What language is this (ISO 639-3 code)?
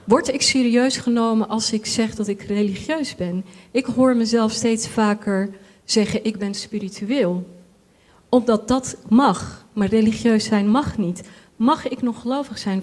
nld